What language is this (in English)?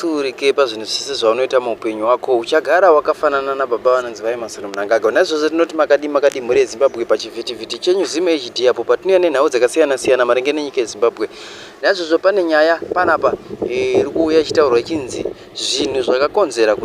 Shona